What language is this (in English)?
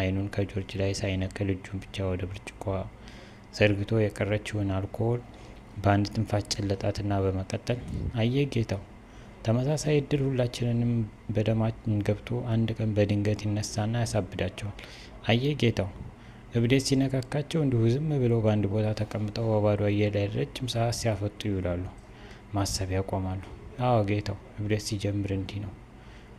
Amharic